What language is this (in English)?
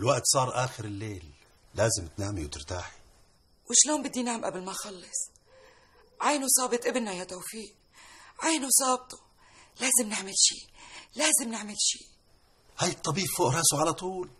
North Levantine Arabic